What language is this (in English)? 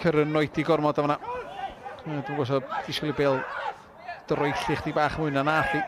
Welsh